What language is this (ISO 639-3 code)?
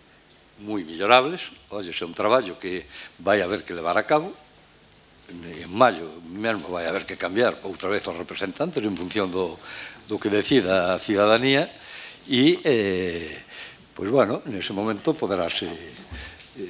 glg